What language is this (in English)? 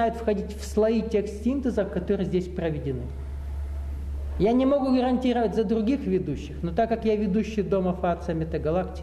Russian